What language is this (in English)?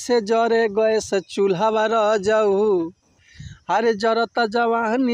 Bhojpuri